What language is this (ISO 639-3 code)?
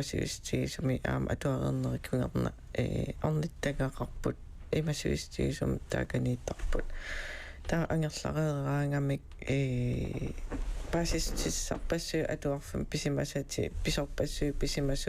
kal